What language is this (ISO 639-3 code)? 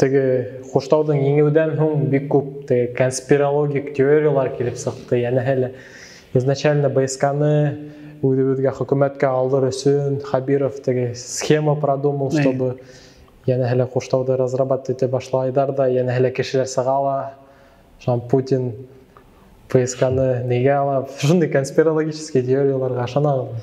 bak